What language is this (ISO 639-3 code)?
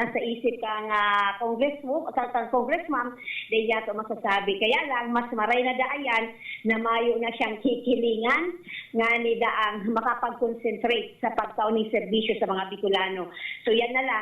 bik